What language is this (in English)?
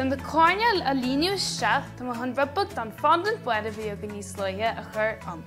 Irish